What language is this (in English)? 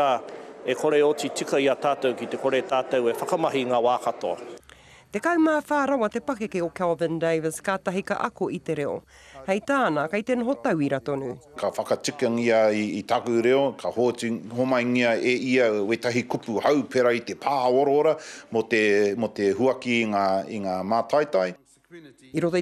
Māori